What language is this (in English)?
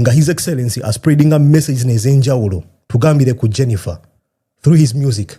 Ganda